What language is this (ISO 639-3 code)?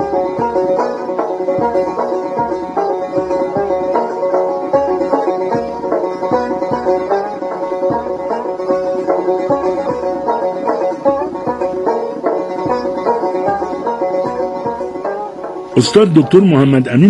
fas